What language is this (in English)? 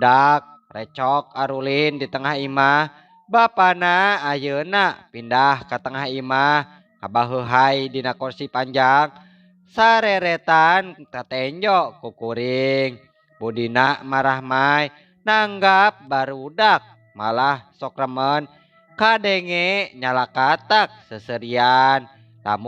Sundanese